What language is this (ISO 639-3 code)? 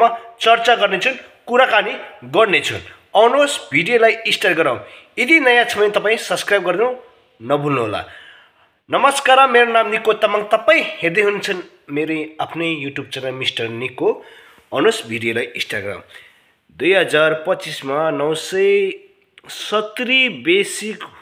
nep